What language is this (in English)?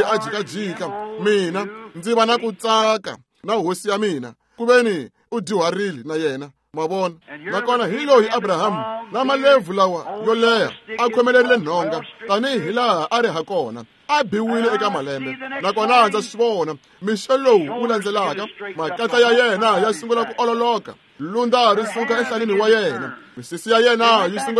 Tsonga